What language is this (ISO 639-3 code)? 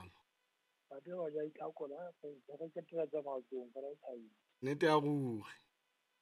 sot